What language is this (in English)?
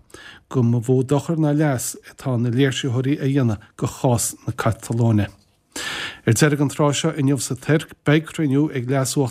Irish